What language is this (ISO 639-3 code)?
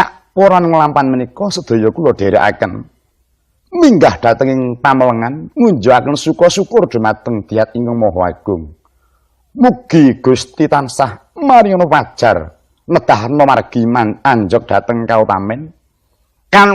jav